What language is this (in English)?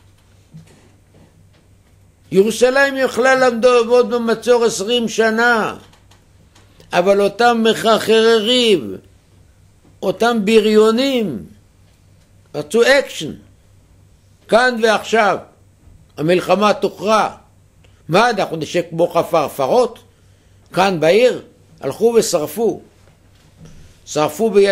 Hebrew